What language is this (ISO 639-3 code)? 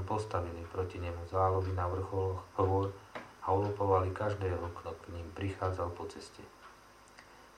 slk